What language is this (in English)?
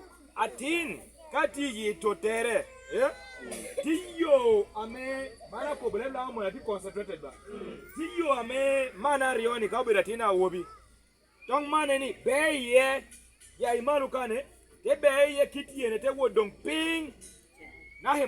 Lango (Uganda)